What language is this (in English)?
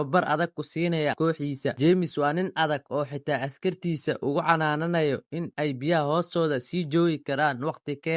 Somali